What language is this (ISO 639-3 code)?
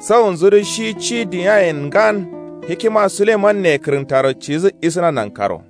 kau